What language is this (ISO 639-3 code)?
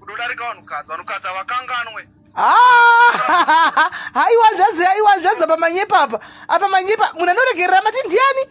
sna